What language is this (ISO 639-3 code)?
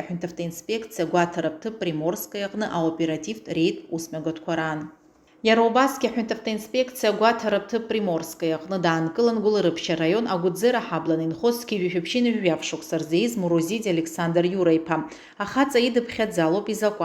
abk